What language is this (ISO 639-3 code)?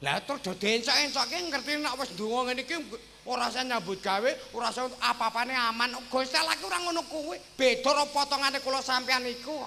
jav